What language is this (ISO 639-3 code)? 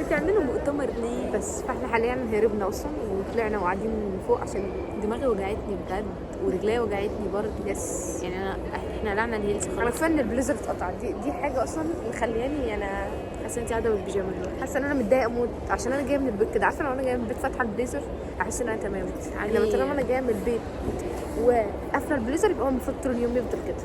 arz